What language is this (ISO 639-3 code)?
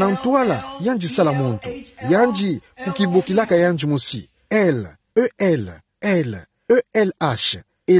ktu